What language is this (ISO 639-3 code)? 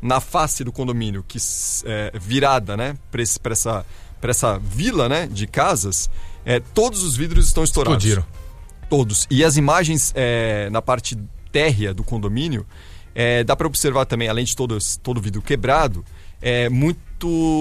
por